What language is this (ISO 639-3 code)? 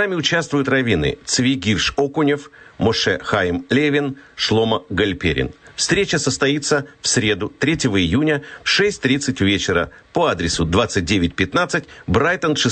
rus